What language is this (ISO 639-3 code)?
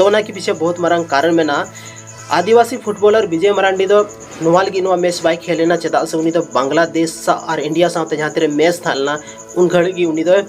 sat